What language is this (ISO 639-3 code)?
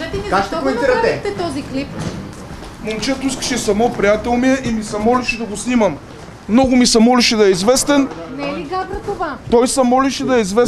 bul